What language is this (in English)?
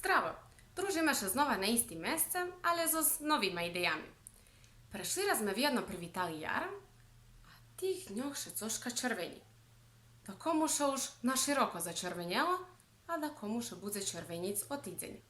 Rusyn